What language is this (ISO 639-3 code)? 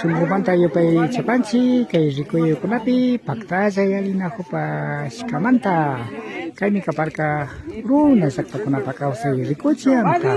qvi